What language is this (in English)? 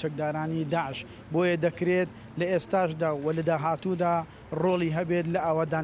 Central Kurdish